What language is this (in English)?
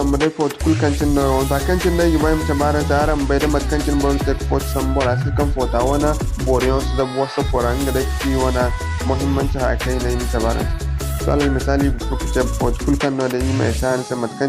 Zarma